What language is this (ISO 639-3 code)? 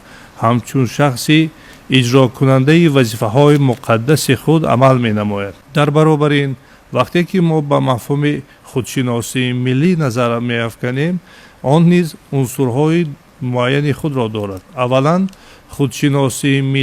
tgk